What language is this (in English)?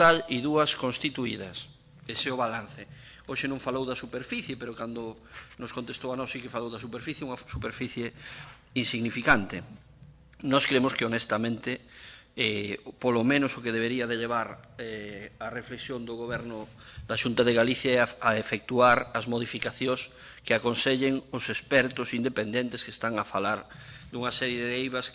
Galician